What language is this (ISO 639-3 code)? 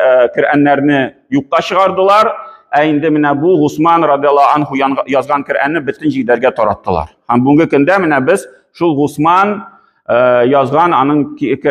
tat